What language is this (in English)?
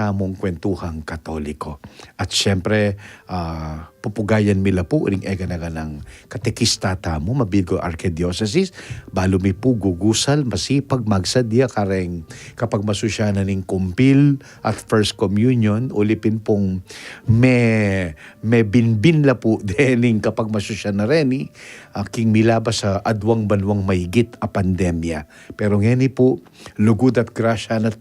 Pampanga